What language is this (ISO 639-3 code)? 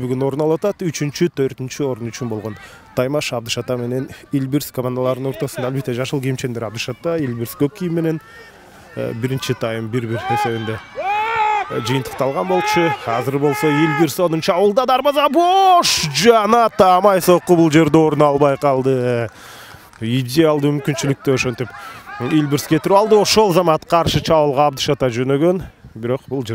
kir